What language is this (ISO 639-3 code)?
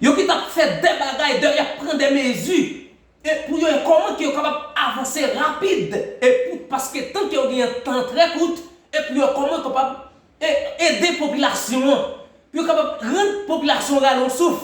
hat